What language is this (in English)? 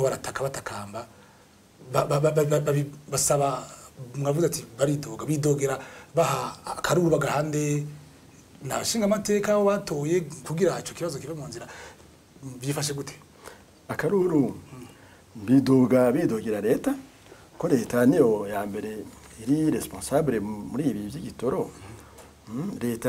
Rundi